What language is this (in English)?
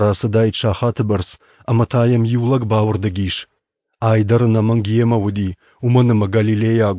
Ossetic